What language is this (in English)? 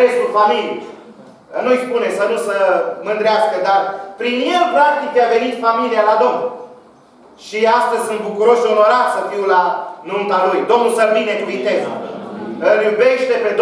Romanian